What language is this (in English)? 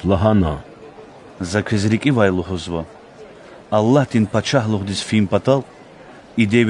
Lezghian